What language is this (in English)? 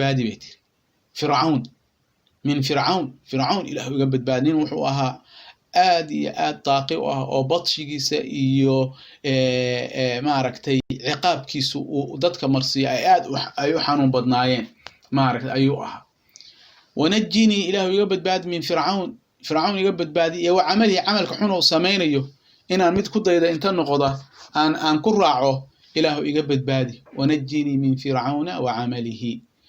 Somali